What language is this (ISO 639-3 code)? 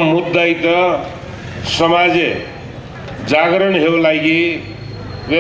new